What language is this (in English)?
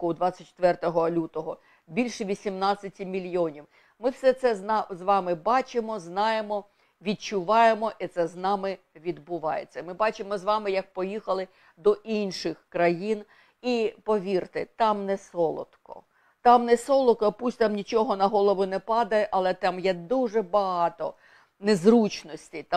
Ukrainian